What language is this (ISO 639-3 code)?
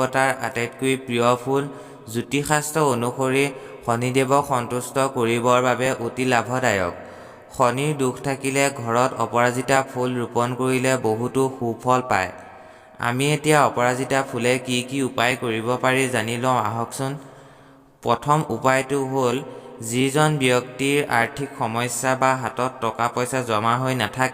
asm